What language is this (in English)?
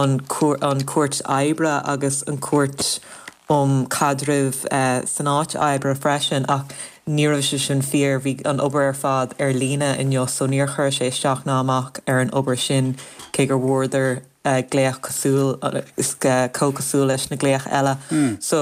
Irish